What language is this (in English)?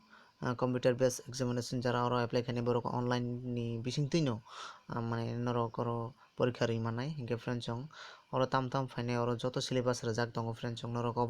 Kok Borok